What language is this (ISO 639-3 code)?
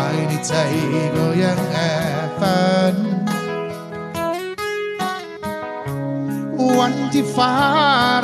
tha